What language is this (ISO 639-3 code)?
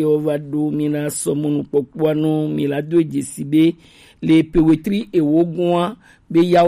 gej